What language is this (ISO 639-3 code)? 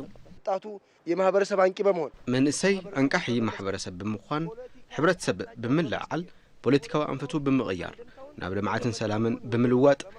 tir